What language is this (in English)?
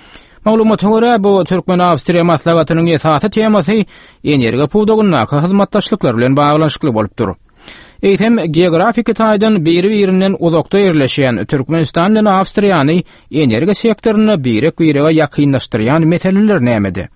Turkmen